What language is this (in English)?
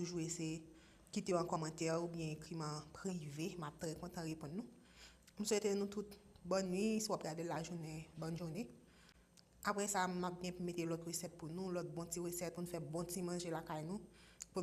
Haitian Creole